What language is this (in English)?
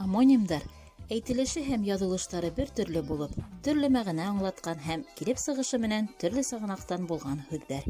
Bashkir